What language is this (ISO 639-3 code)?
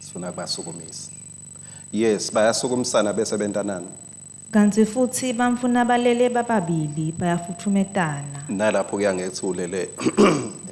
ssw